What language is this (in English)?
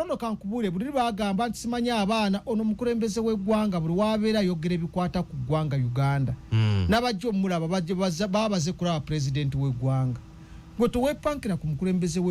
Ganda